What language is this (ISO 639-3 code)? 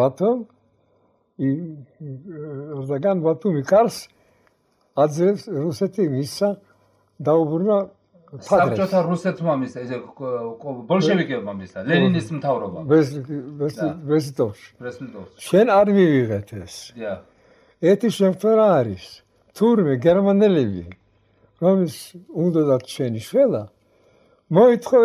kat